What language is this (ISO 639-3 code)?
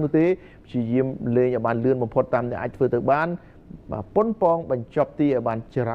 khm